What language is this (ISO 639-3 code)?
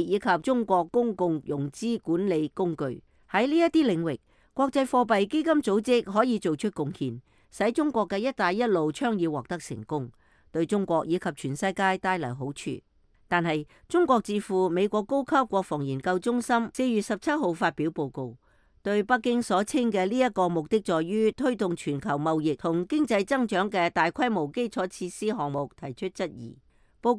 yue